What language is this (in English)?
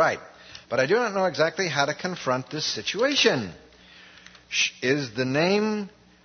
English